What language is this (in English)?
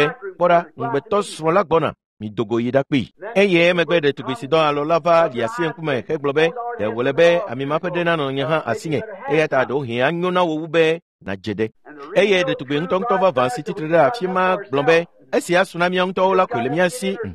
Ewe